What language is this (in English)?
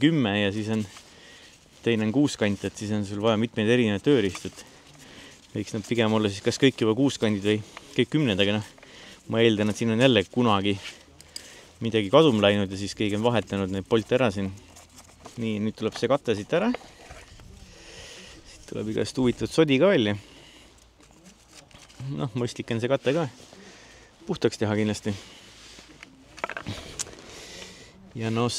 Estonian